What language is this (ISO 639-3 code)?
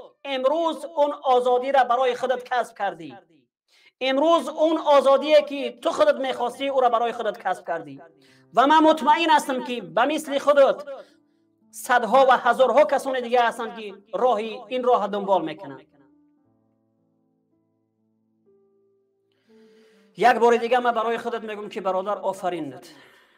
fas